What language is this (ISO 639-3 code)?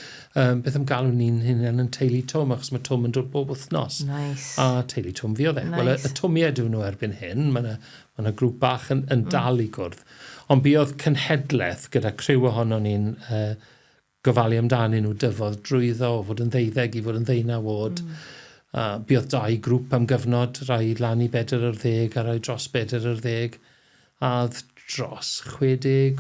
cym